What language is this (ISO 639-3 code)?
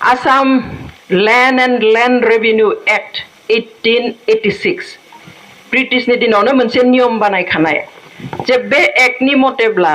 brx